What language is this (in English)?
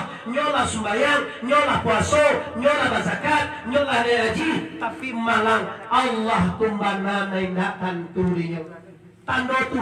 Minangkabau